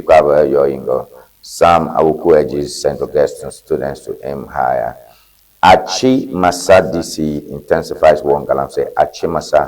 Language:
Ewe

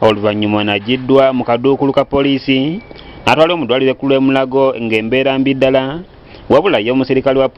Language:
Ganda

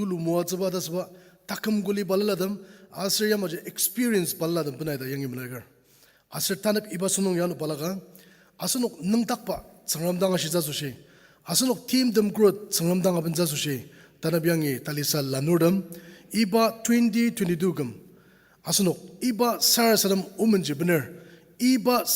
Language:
Ao Naga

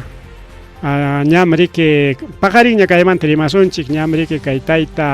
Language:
Ayacucho Quechua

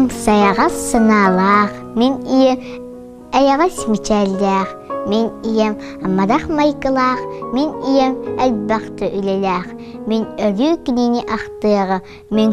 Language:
Yakut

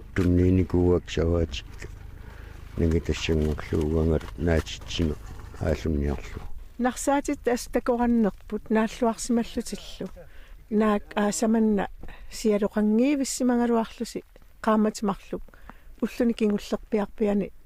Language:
Kalaallisut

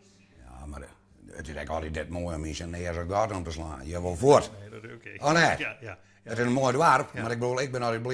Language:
Western Frisian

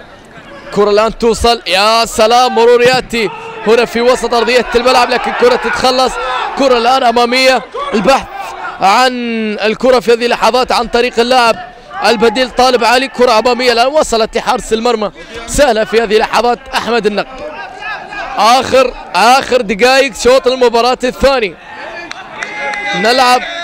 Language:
Arabic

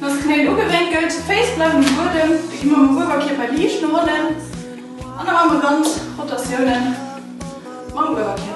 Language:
Luxembourgish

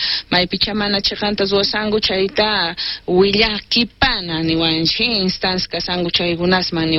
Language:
South Bolivian Quechua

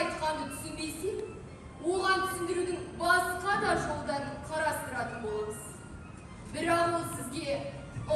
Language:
Kazakh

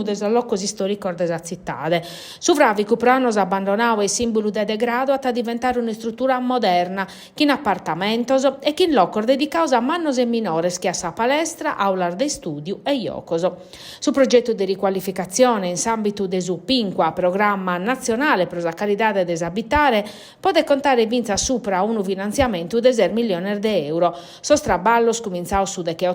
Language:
Sardinian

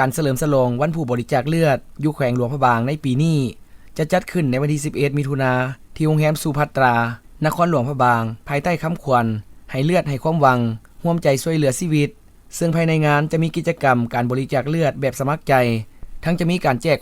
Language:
Lao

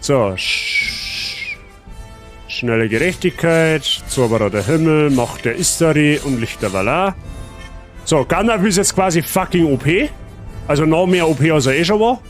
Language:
Bavarian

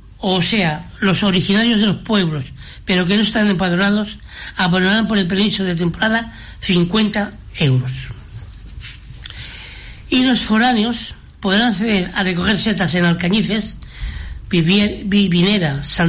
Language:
Spanish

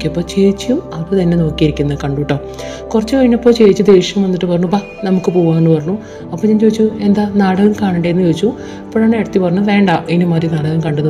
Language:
Malayalam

